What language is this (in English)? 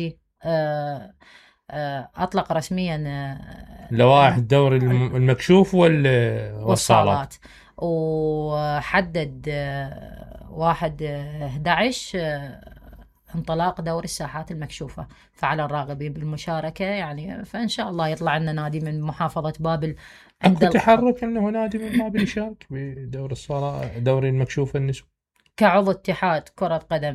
Mesopotamian Arabic